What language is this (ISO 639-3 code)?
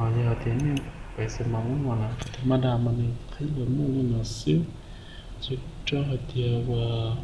hmn